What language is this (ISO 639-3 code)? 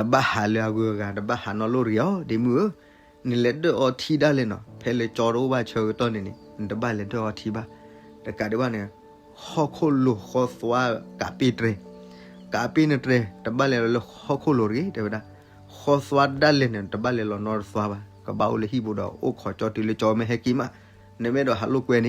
ksw